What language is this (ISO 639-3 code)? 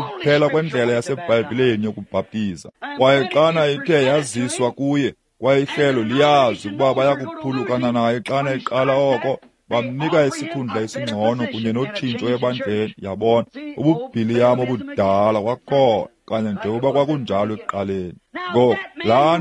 xho